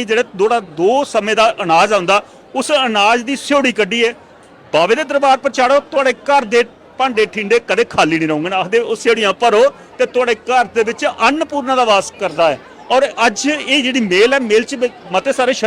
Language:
Dogri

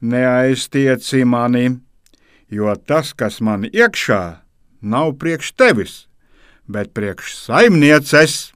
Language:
Latvian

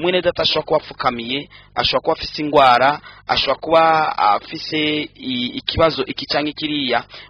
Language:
Rundi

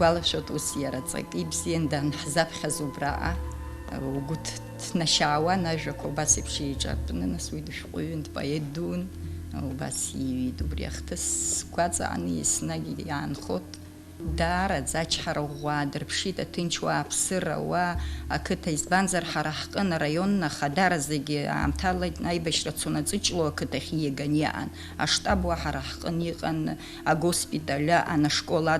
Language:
Abkhazian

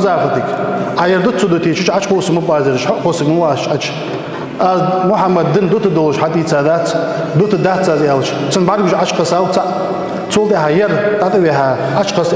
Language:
Ingush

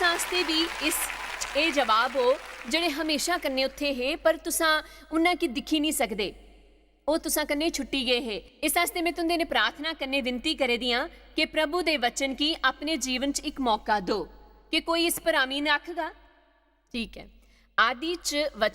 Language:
Dogri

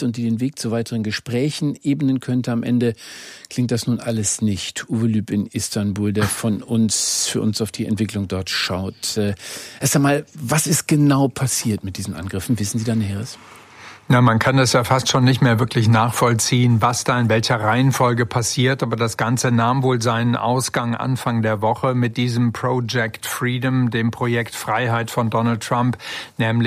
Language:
German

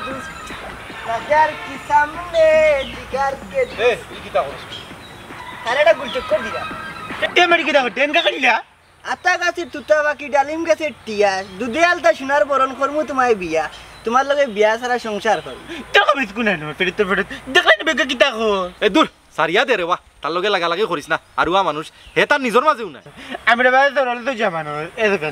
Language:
Sylheti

